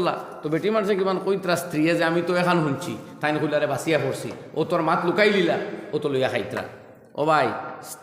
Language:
Sylheti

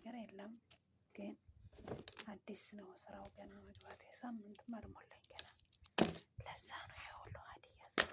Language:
Amharic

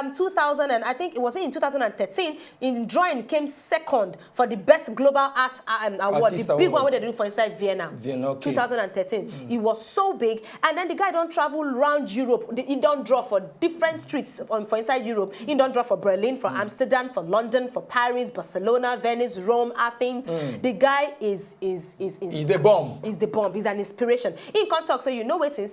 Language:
Nigerian Pidgin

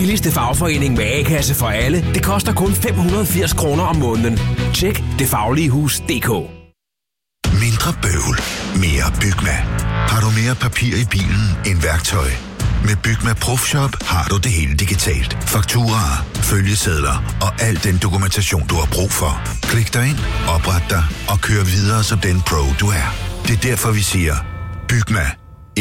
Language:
Danish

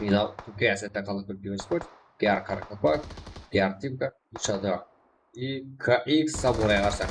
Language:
Kara-Kalpak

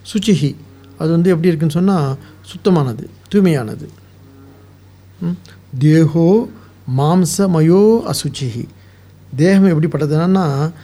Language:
Tamil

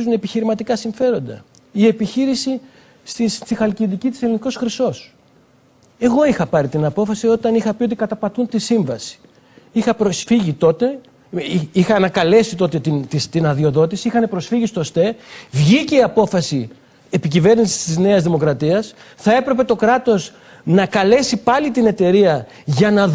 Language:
Greek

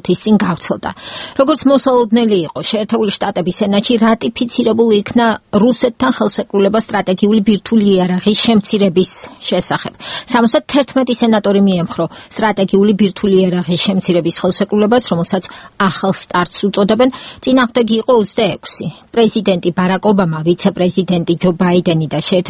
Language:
Georgian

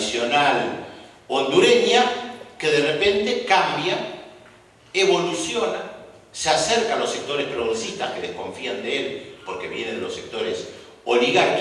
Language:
Spanish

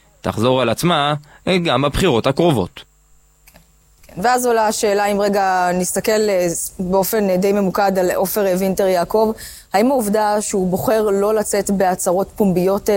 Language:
Hebrew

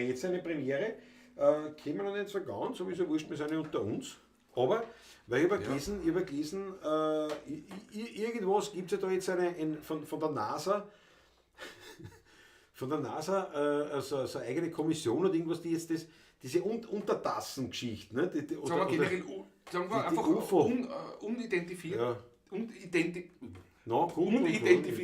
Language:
Bavarian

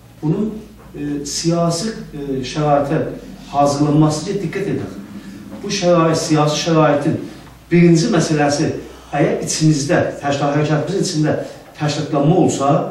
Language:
South Azerbaijani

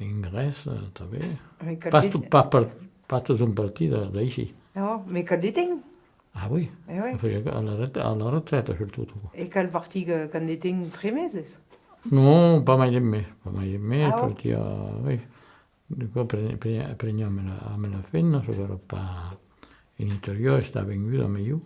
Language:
Occitan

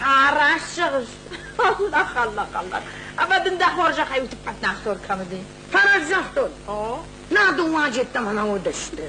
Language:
Ossetic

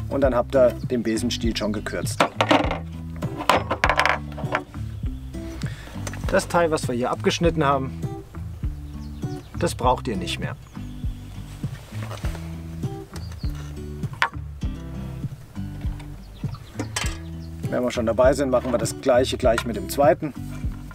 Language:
German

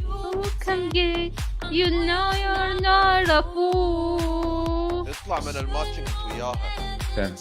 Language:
Mesopotamian Arabic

